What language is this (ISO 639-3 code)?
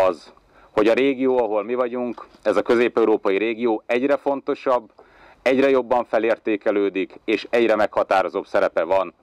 hun